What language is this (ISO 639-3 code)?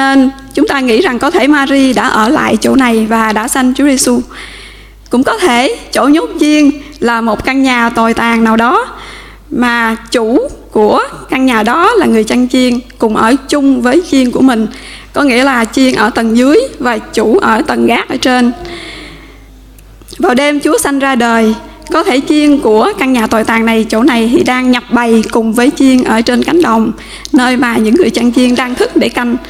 vie